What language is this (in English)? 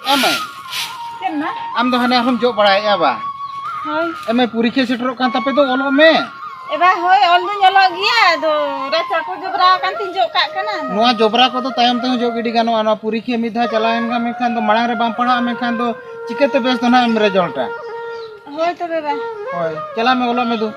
Santali